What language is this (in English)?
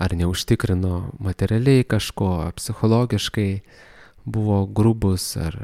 Lithuanian